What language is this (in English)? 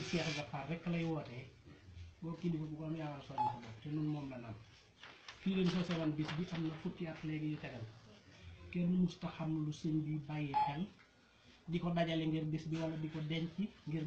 Wolof